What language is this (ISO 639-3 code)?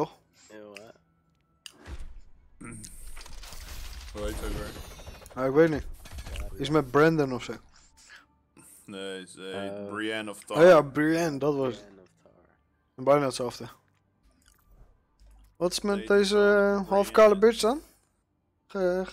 nld